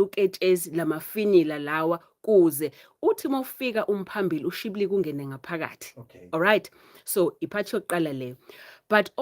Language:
Zulu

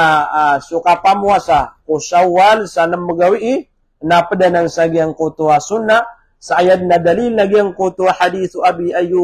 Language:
Maranao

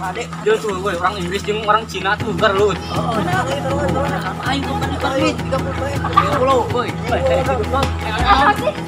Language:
Sundanese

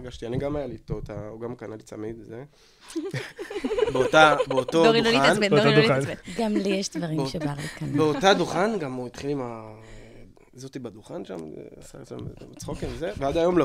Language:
Hebrew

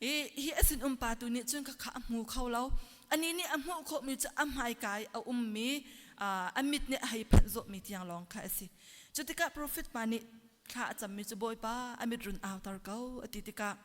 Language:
Hakha Chin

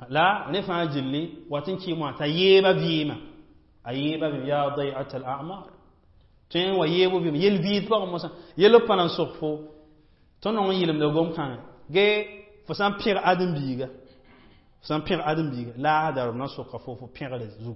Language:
Mossi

